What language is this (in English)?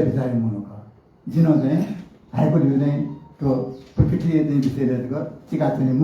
Newari